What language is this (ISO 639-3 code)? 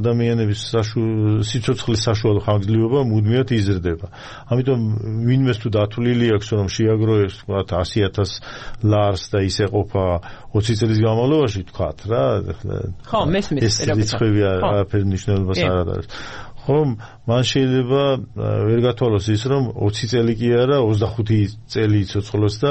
kat